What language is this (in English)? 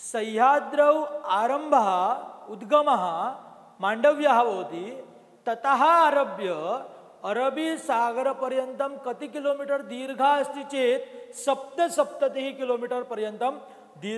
Sanskrit